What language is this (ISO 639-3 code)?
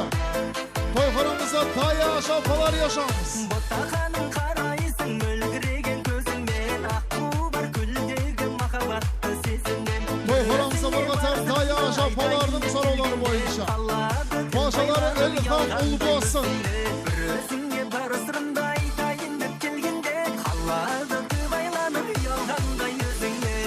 kaa